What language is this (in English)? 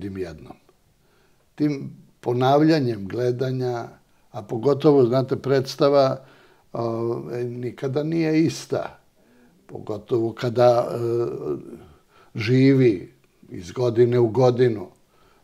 Serbian